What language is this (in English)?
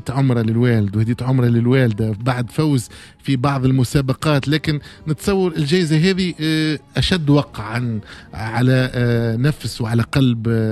Tunisian Arabic